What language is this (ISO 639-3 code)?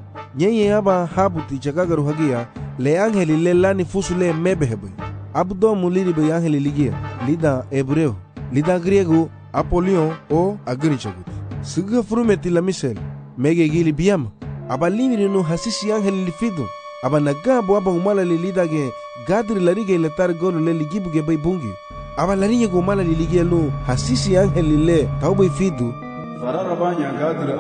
cab